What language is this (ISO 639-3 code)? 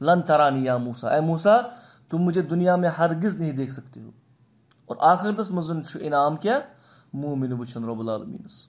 kas